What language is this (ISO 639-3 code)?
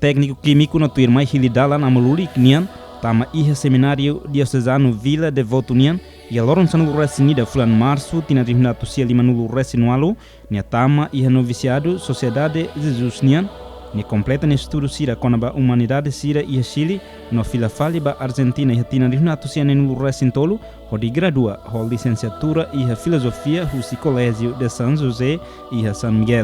tet